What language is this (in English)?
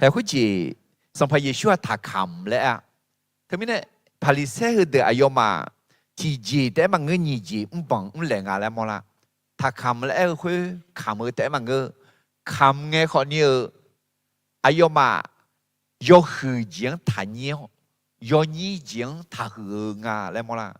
Akha